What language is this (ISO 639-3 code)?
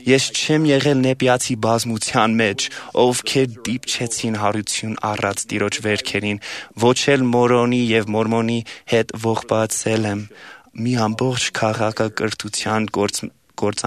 hye